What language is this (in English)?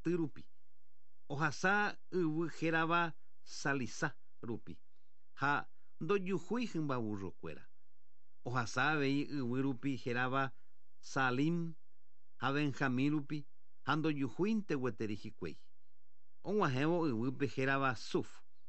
Guarani